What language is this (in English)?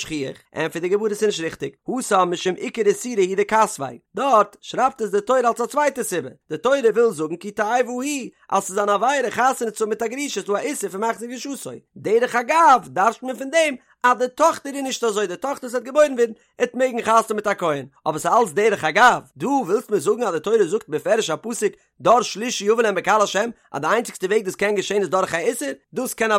Yiddish